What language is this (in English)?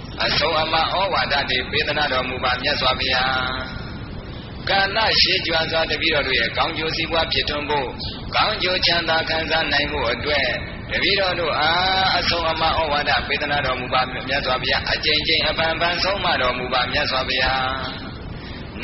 Burmese